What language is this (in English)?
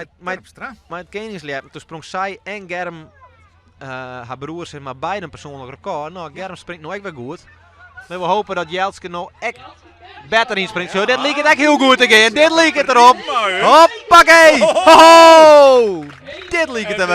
Western Frisian